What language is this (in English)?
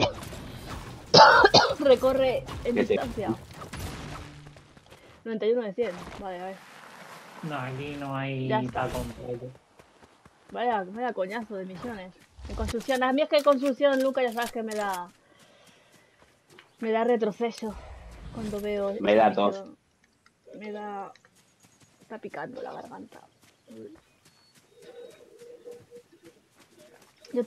Spanish